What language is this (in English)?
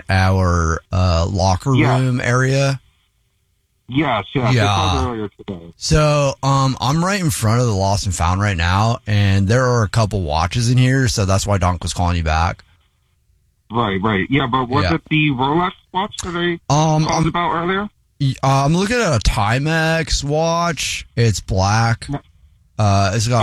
English